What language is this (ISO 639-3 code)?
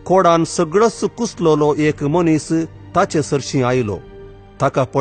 kok